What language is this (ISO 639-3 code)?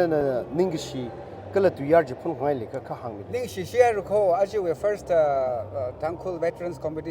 nmf